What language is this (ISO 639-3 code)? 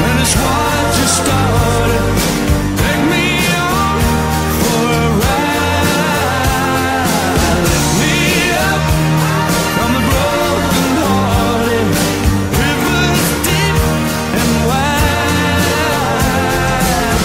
eng